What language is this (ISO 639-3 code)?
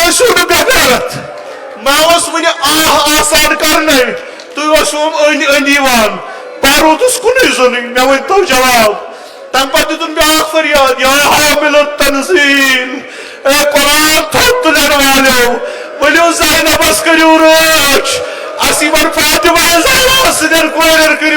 kas